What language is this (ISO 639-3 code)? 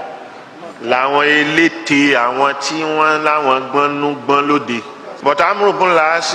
yor